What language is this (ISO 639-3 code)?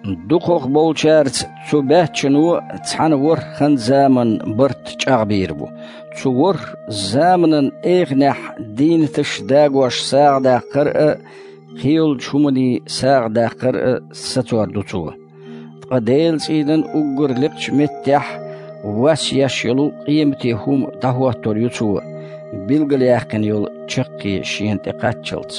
che